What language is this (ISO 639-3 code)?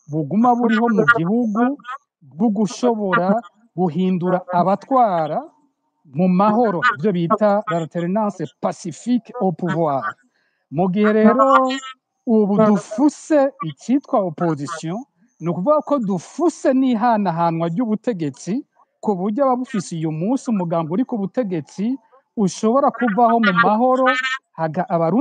run